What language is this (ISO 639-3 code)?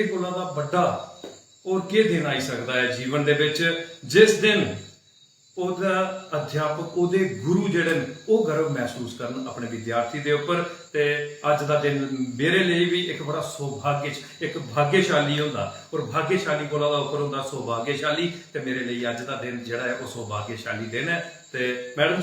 doi